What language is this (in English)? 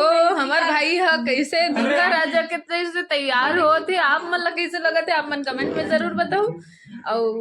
Chhattisgarhi